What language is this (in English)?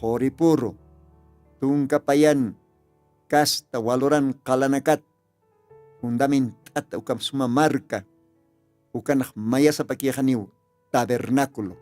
Aymara